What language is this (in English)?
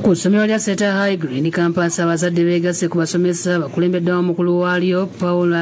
Ganda